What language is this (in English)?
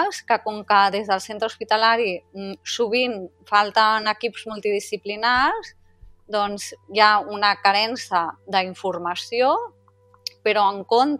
Catalan